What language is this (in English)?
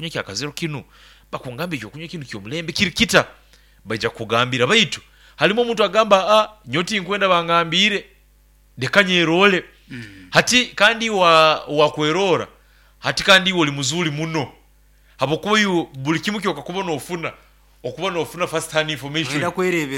Nyoro